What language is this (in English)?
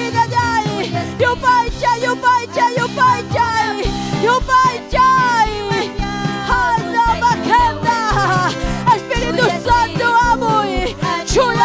Ayacucho Quechua